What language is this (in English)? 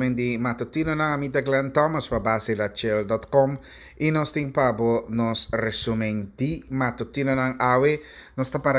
Papiamento